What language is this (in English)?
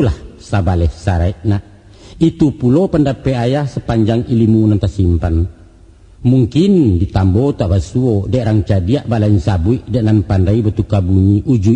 Minangkabau